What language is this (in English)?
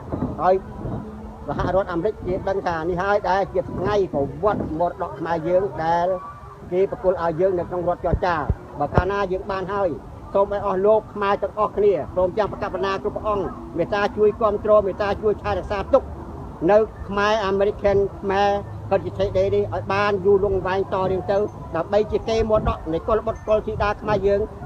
Khmer